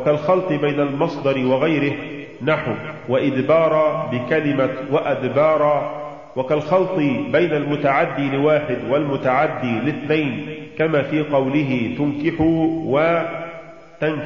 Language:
Arabic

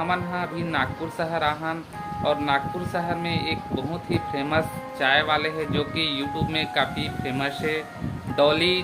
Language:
Chhattisgarhi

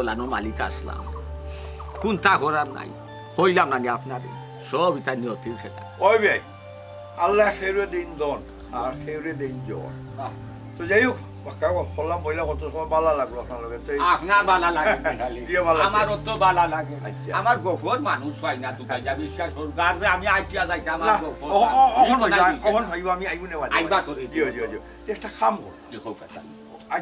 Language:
Sylheti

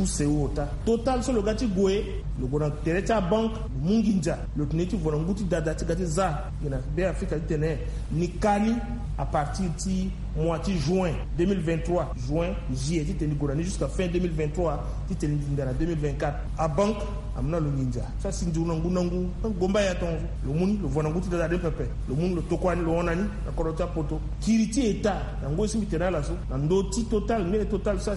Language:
Sango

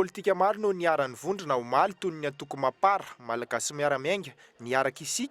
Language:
Malagasy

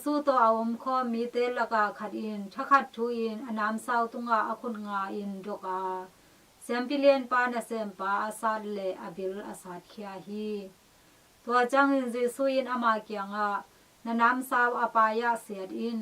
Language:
Tedim Chin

